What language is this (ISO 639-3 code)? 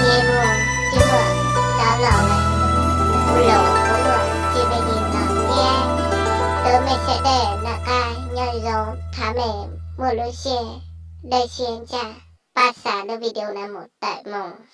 hmn